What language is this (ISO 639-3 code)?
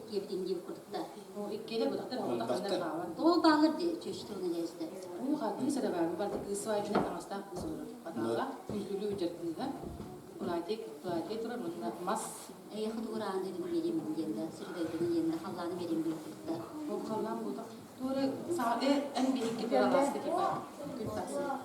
sah